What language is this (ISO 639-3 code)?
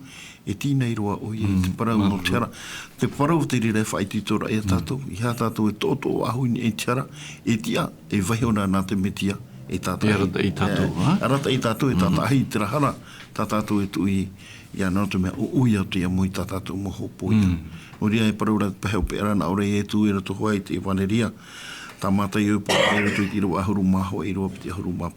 tah